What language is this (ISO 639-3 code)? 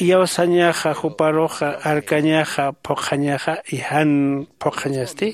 aym